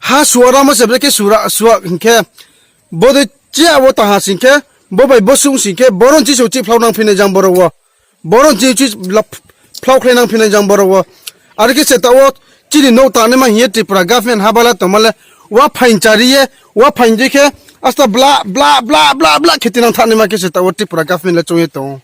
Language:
Riang (India)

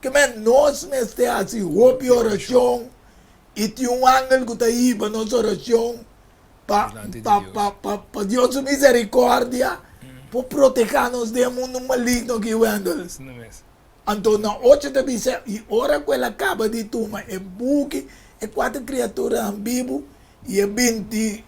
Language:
Papiamento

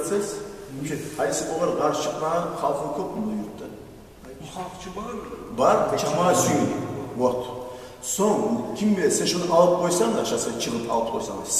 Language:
Kumyk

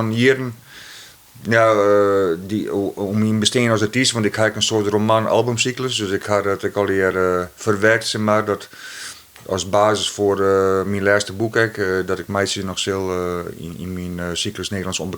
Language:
Western Frisian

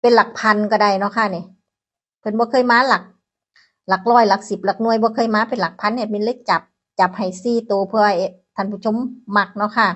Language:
Northeastern Thai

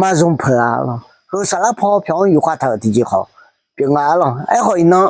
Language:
Akha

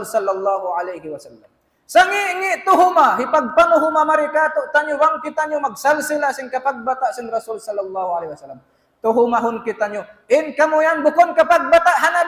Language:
Tausug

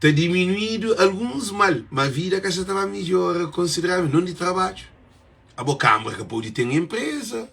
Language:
Kabuverdianu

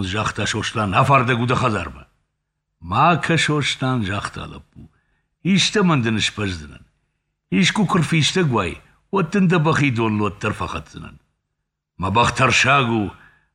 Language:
Ossetic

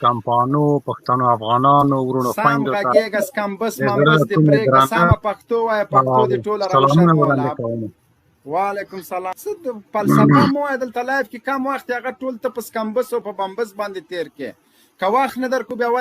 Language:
Pashto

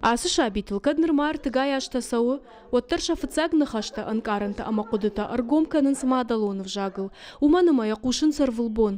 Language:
Ossetic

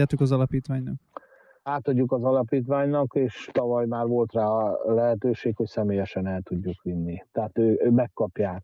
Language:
Hungarian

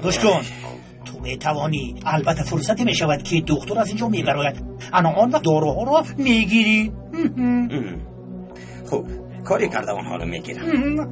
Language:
Tajik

